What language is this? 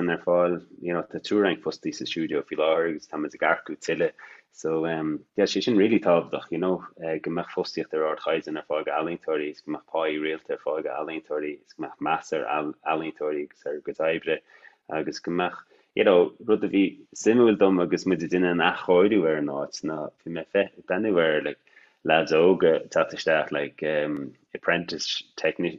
Irish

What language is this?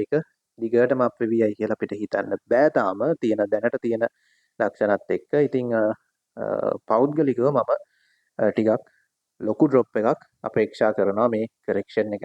Sinhala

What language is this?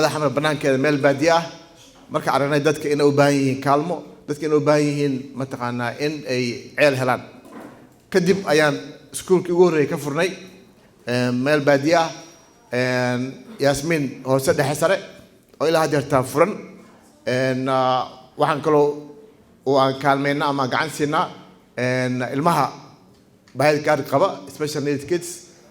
Somali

